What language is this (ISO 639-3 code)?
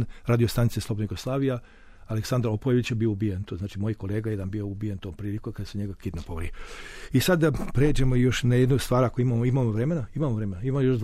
srp